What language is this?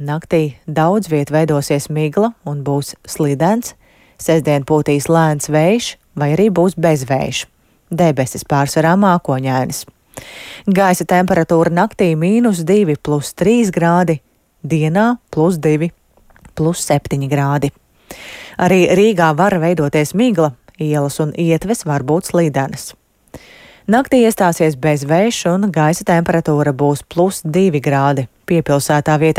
Latvian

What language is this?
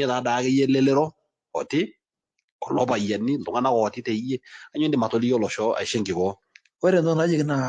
Masai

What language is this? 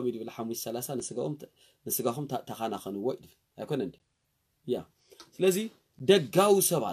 Tigrinya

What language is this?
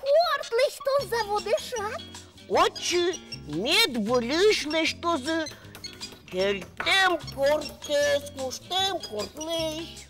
Udmurt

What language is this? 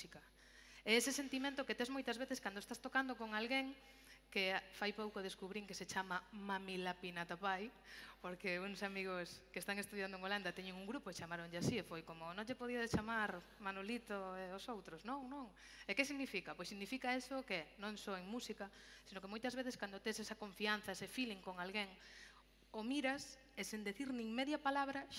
Galician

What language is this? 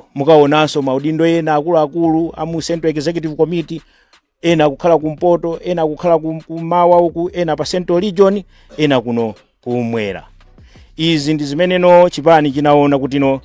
Nyanja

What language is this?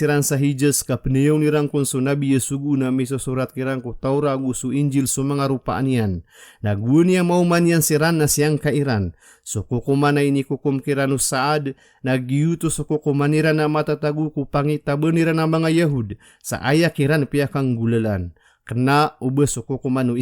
Maranao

